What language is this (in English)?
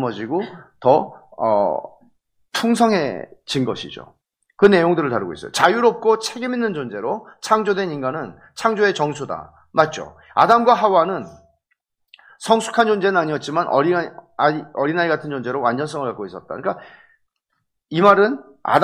Korean